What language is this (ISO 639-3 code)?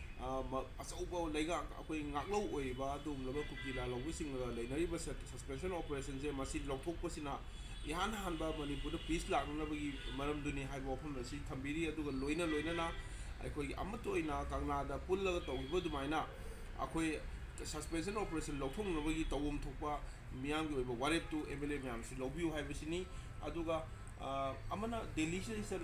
mni